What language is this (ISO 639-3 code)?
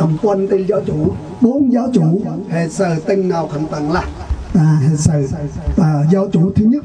cmo